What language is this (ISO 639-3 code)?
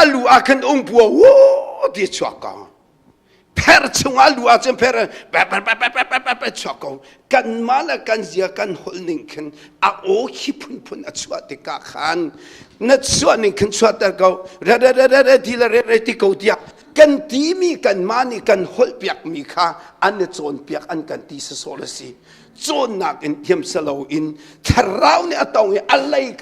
cnh